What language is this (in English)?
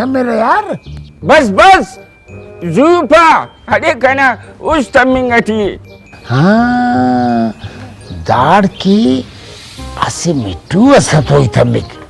Brahui